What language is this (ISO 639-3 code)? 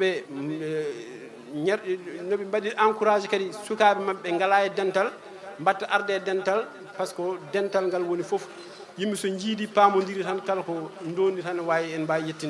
ful